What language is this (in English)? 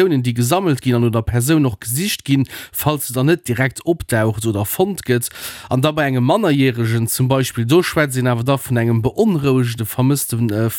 Luxembourgish